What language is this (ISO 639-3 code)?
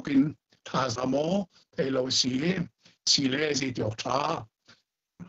cnh